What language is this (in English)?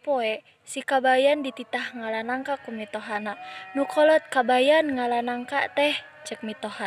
Sundanese